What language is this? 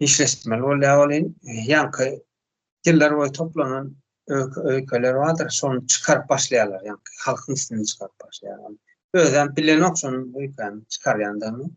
Turkmen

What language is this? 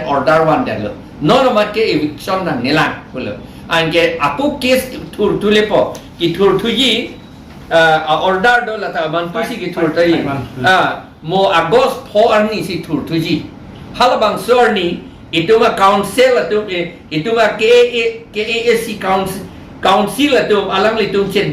Karbi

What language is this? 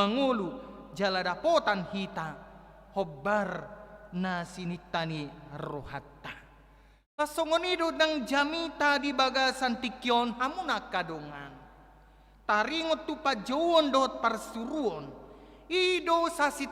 Batak Toba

